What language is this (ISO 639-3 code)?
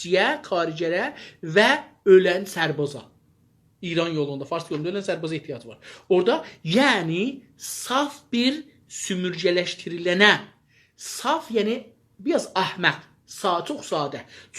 azb